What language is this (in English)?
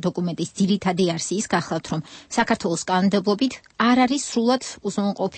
Georgian